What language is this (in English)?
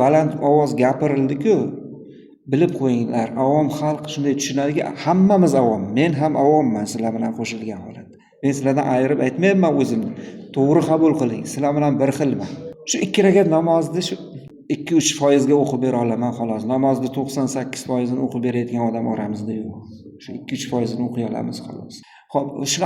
Uzbek